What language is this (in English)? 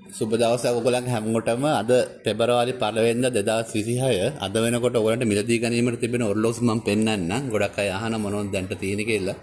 Sinhala